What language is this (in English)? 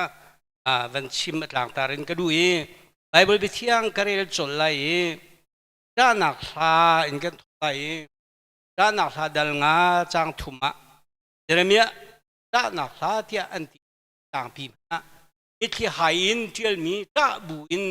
Hakha Chin